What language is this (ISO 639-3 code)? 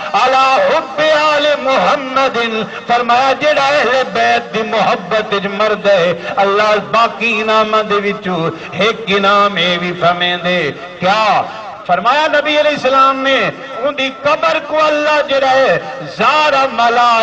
skr